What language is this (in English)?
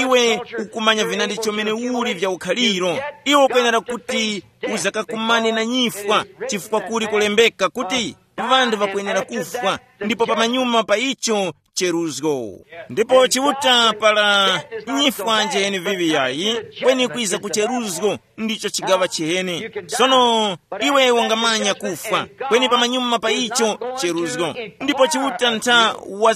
Tumbuka